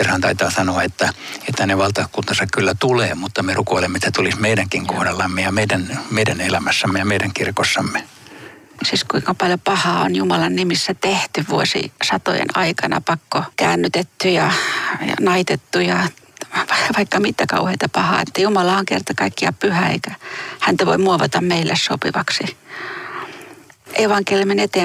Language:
Finnish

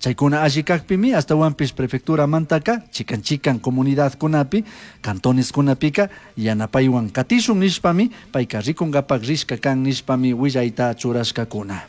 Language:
Chimborazo Highland Quichua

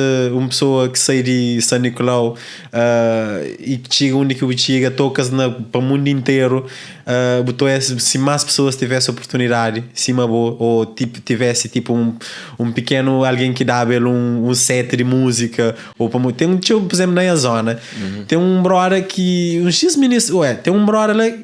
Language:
Kabuverdianu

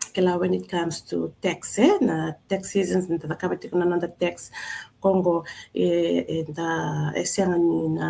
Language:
Fijian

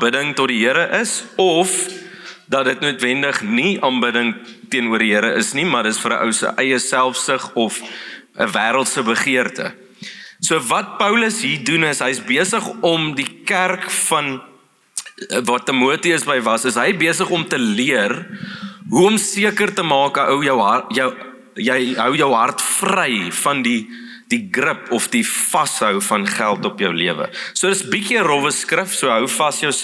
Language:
Afrikaans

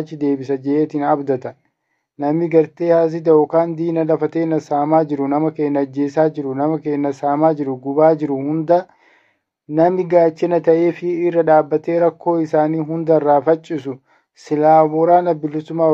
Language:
Oromo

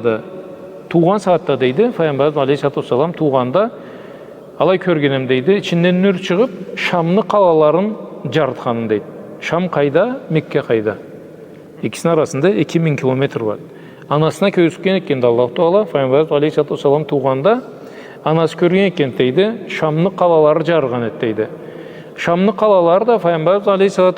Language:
Karachay-Balkar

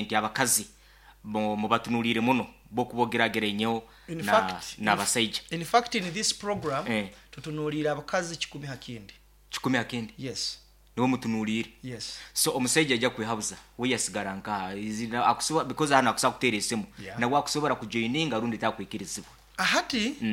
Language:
Nyoro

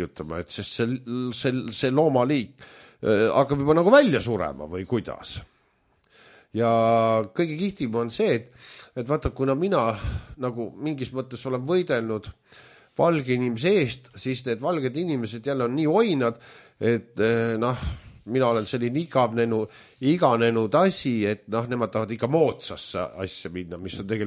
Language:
Estonian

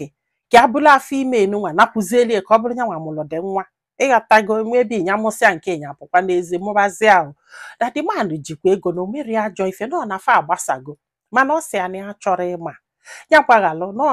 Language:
Igbo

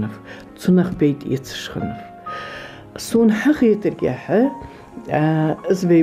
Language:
Ingush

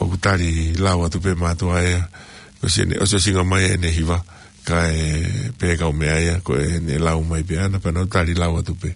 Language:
Tongan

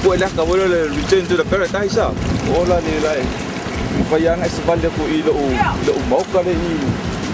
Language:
Samoan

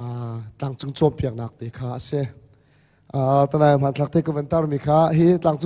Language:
Hakha Chin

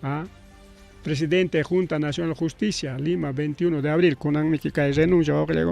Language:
Ayacucho Quechua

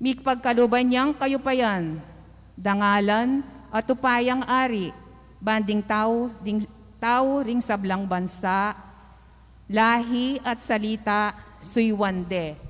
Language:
Pampanga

